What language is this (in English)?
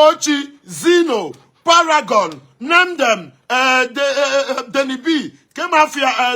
Igbo